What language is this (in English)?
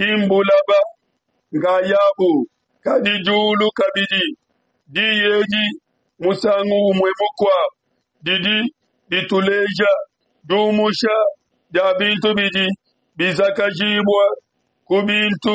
Luba-Lulua